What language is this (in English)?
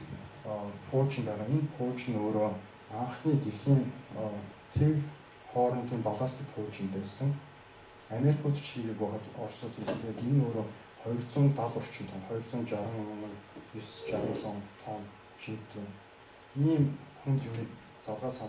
Mongolian